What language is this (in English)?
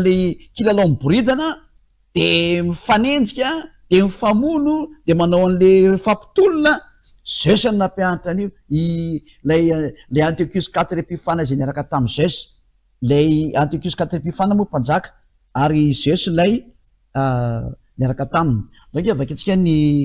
Malagasy